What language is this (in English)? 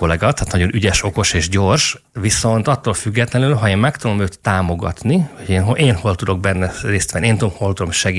Hungarian